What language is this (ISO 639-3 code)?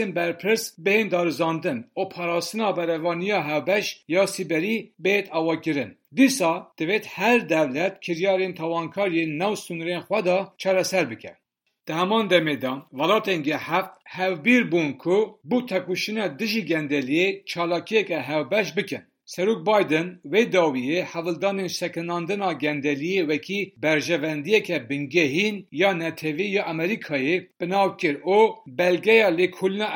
kur